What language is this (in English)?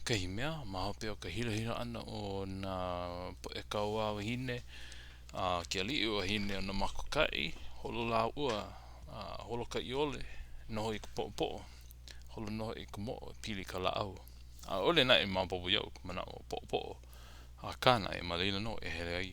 Hawaiian